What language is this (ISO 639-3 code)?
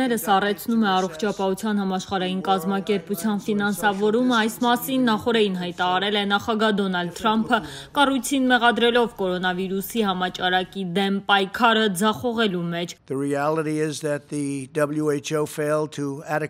hye